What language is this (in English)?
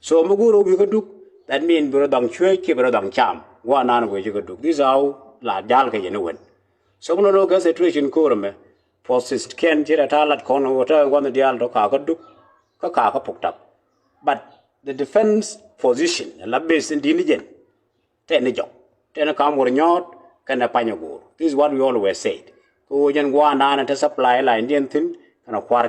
Nuer